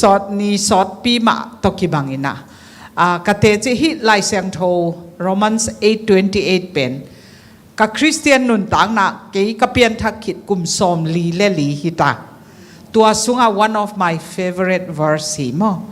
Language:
Tedim Chin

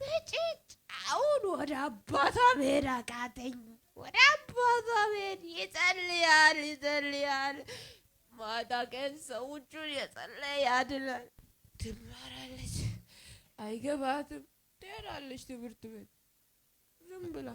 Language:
Amharic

